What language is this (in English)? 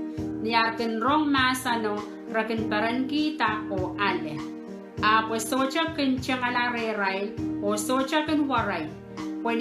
Pohnpeian